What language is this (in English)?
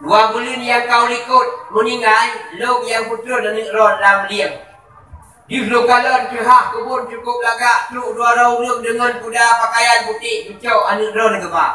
Achinese